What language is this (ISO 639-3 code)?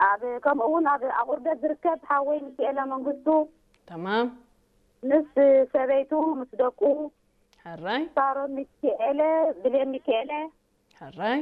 tir